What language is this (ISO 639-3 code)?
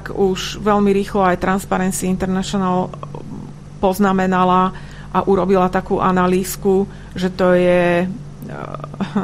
slk